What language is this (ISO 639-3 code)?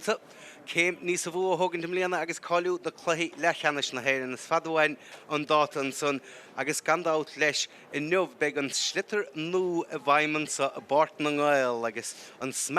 gle